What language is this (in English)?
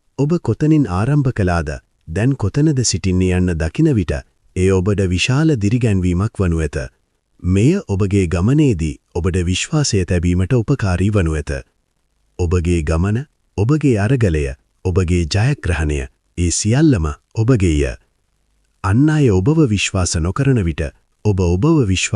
Sinhala